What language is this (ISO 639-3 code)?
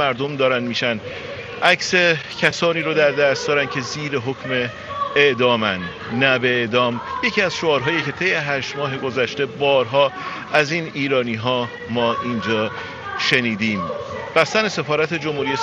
fas